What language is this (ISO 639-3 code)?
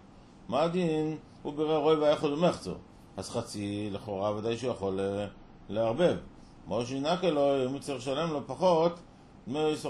heb